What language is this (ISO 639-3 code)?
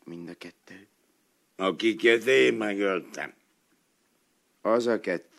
hun